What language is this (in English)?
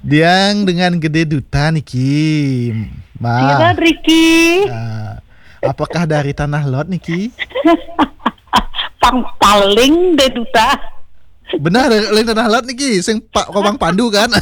Balinese